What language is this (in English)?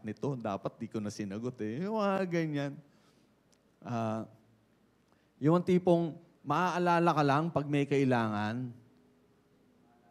Filipino